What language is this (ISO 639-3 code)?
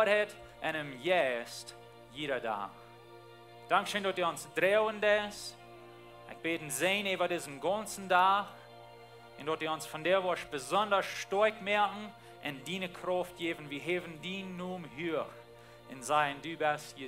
pdt